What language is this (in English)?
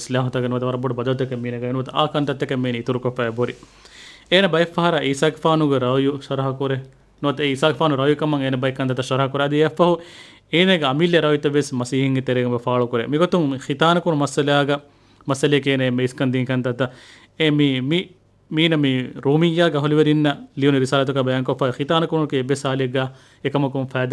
Divehi